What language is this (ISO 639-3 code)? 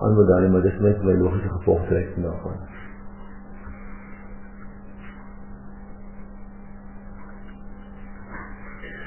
afr